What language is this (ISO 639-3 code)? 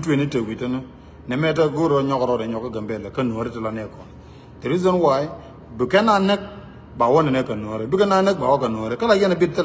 nus